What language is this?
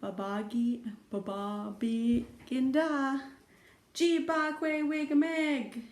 Chippewa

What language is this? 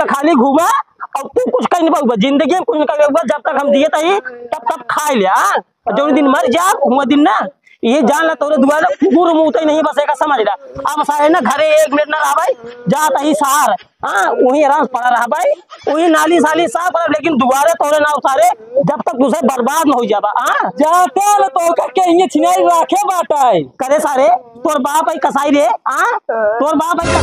Awadhi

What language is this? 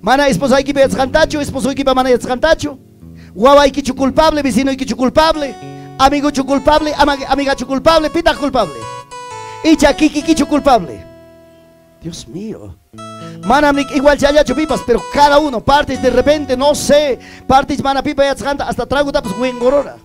Ayacucho Quechua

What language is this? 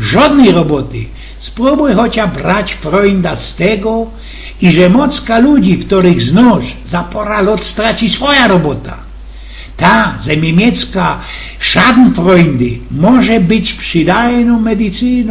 Silesian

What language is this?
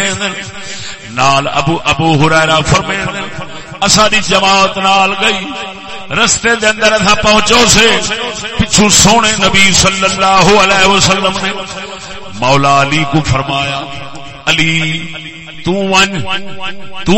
Saraiki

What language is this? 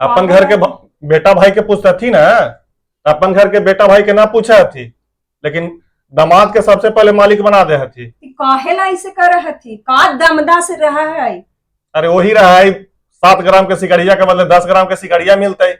Magahi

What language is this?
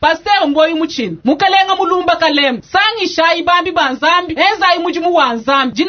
Luba-Lulua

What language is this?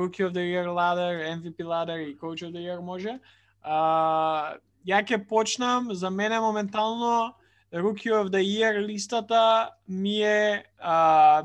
Macedonian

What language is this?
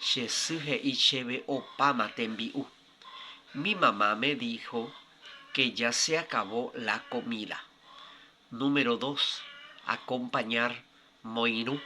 Guarani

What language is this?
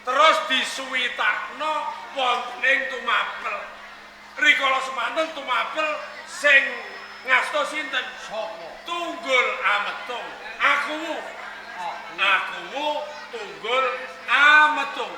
Javanese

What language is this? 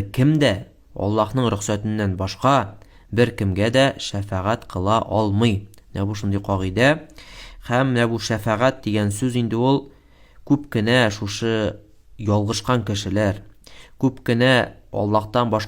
Tatar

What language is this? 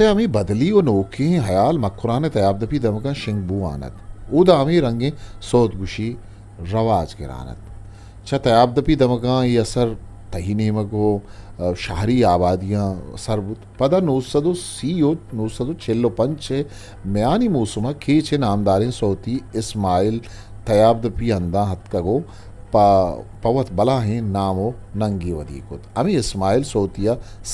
Eastern Balochi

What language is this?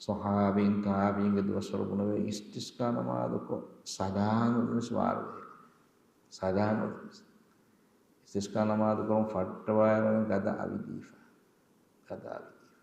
Divehi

